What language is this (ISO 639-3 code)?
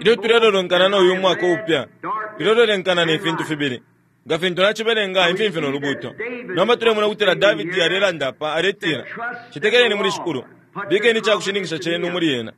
bem